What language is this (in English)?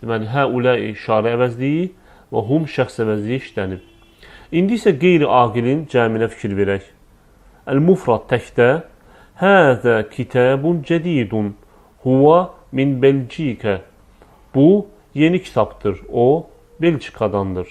Azerbaijani